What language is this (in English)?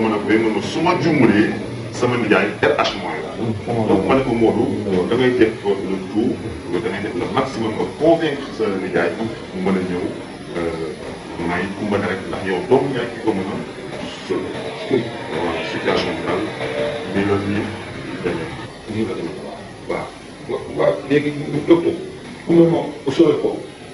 Wolof